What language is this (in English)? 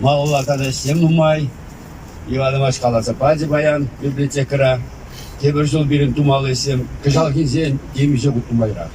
Chuvash